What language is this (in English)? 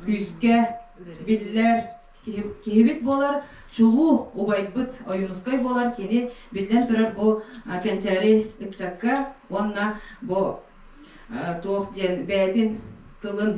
Yakut